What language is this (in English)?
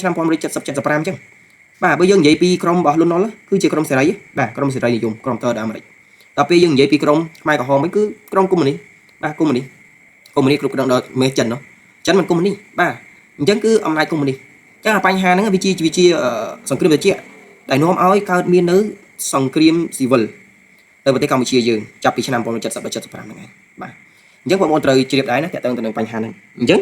Khmer